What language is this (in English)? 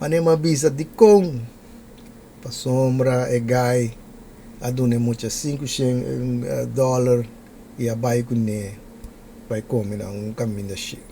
Papiamento